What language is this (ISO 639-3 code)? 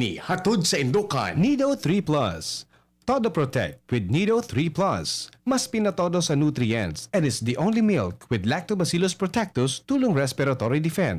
bik